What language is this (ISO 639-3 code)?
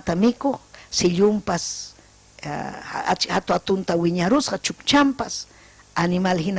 quy